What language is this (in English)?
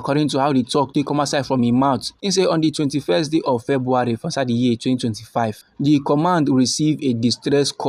Nigerian Pidgin